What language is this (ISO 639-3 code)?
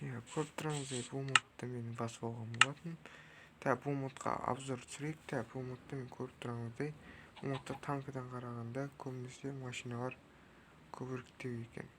kaz